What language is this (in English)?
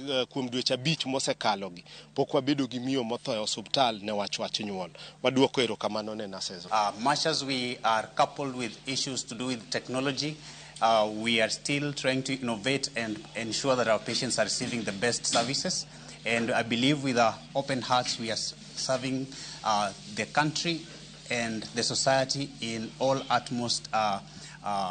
Luo (Kenya and Tanzania)